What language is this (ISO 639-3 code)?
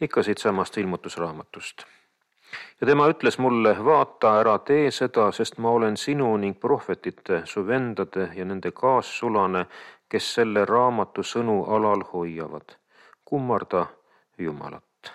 est